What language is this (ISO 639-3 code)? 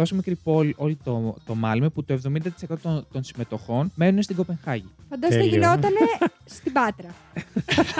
ell